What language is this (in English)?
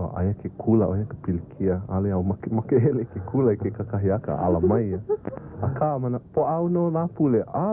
Hawaiian